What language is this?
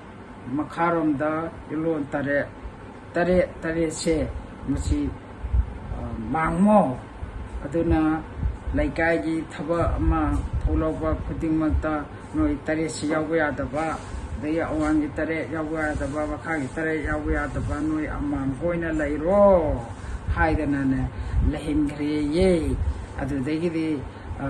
Manipuri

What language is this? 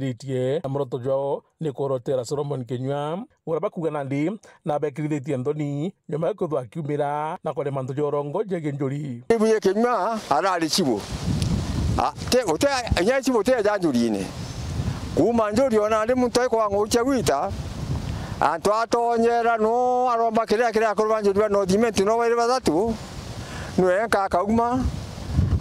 Meru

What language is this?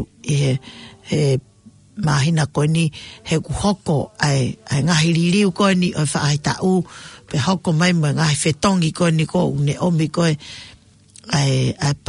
Tongan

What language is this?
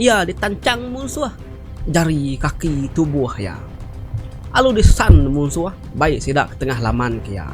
Iban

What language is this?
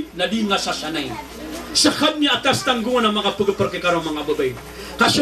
Maranao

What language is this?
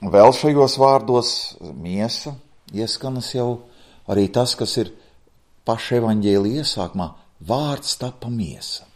Latvian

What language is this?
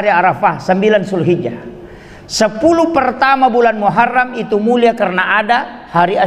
Buginese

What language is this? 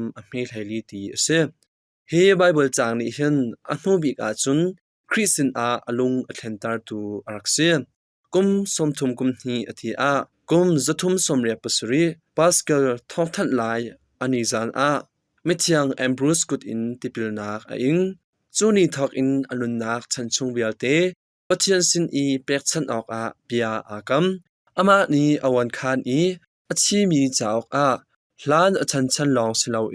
Hakha Chin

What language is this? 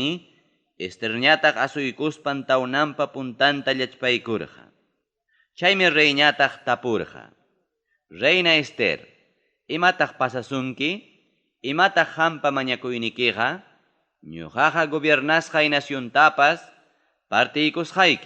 Ayacucho Quechua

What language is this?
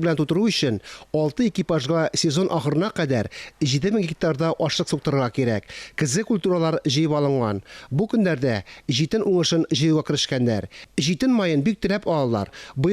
Tatar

